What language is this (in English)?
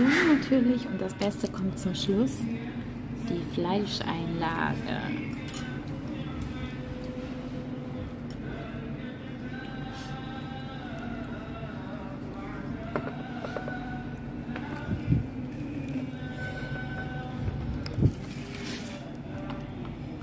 German